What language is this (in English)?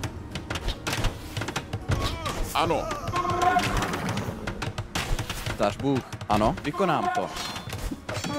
Czech